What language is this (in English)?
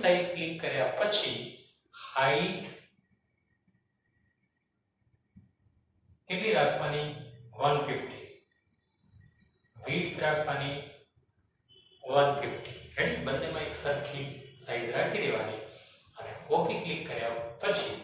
Gujarati